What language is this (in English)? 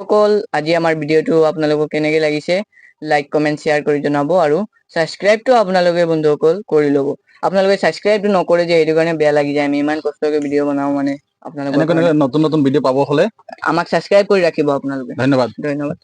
Assamese